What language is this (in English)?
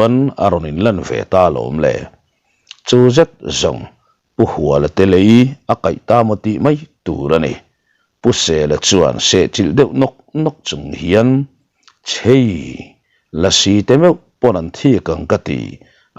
Mizo